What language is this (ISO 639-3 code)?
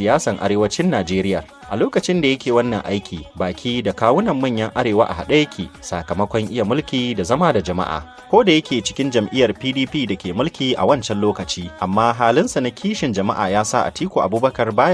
hau